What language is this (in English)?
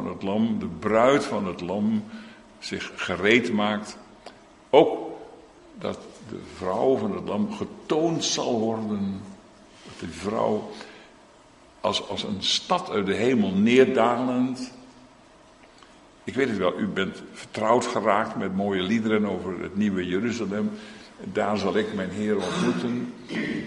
Dutch